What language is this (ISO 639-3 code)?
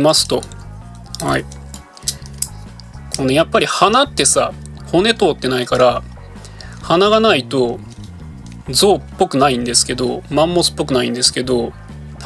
jpn